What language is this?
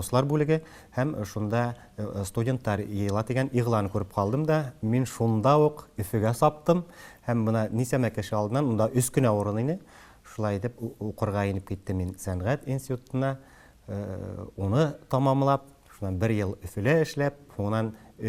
Tatar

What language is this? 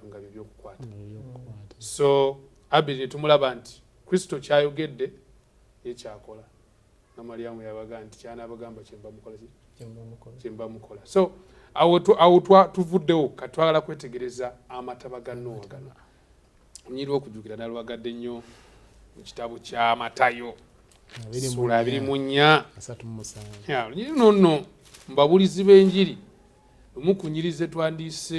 Ganda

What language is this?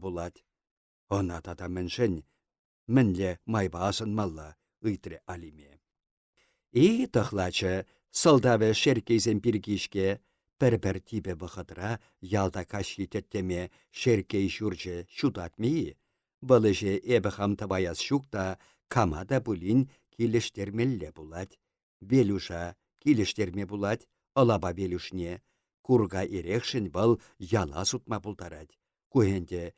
Chuvash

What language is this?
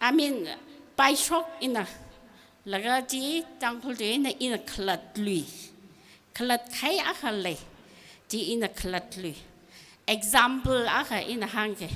Tangkhul Naga (India)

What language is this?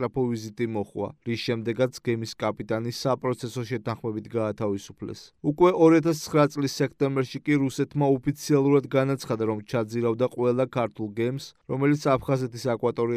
Georgian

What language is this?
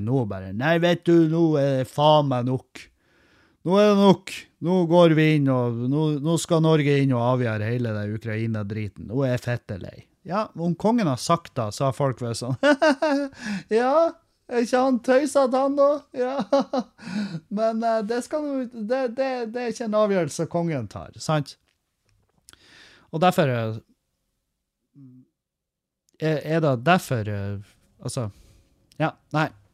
Norwegian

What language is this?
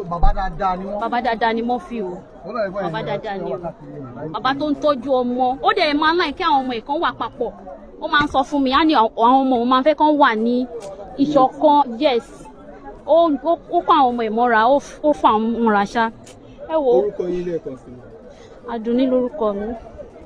Yoruba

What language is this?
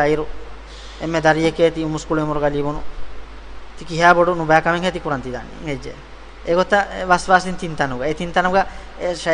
Divehi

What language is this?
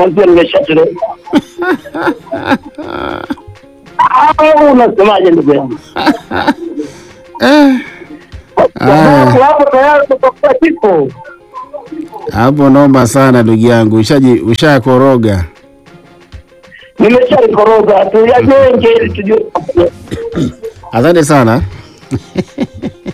Swahili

